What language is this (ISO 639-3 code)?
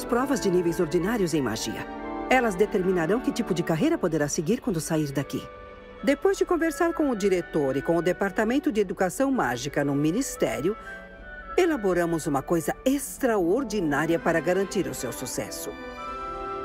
por